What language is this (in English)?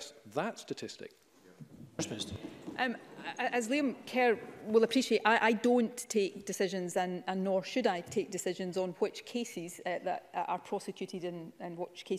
English